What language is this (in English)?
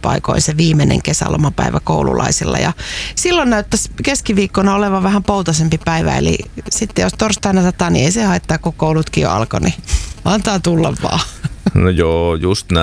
Finnish